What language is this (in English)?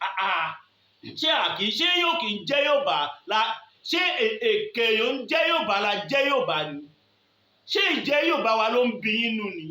Yoruba